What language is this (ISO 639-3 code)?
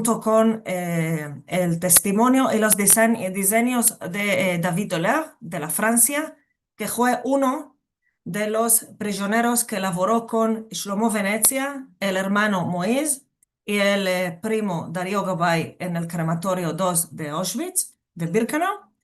lad